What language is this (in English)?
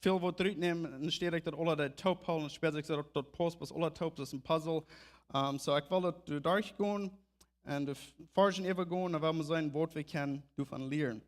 Plautdietsch